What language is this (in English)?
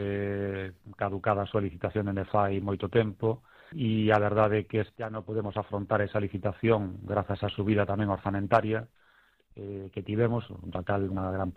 Galician